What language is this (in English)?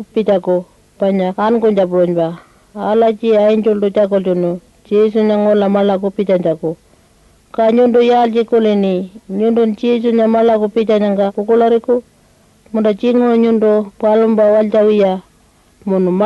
Pitjantjatjara